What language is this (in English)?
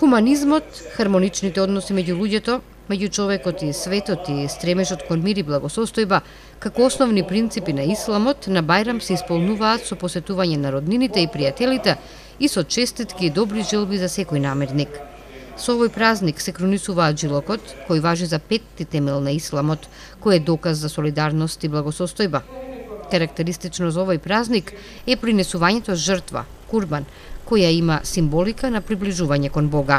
Macedonian